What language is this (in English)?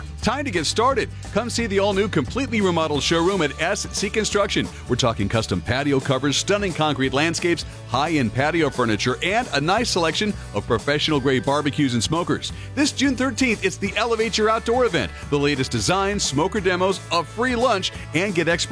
English